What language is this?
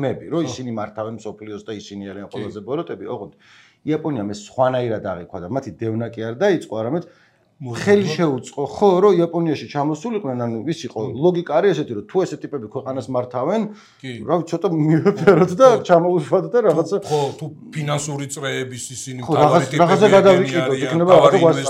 Georgian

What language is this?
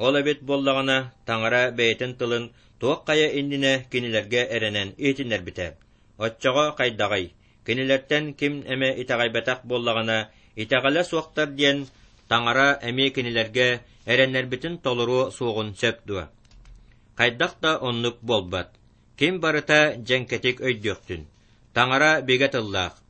Yakut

